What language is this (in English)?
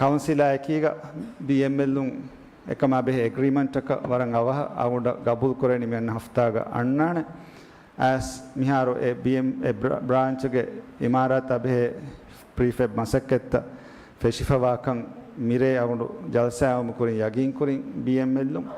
Divehi